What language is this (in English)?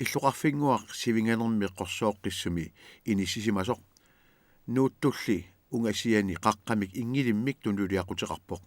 Kalaallisut